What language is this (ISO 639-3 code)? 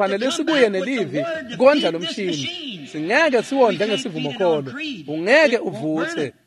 ssw